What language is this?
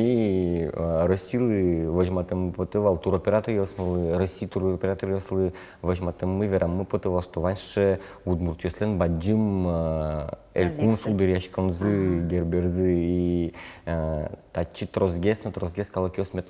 Udmurt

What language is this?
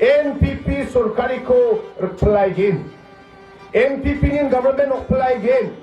Garo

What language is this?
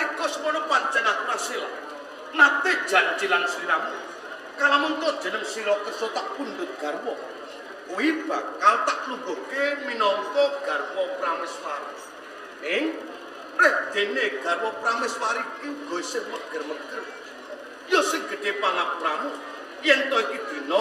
Javanese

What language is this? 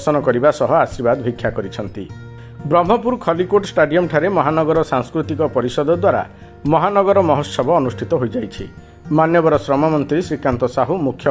Odia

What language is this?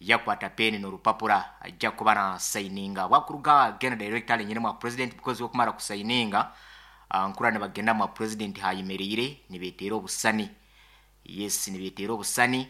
Nyankole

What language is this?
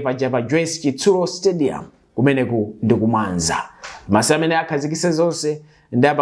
Nyanja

